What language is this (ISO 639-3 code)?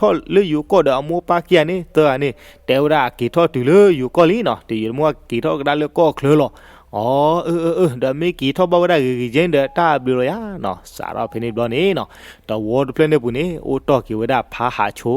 ksw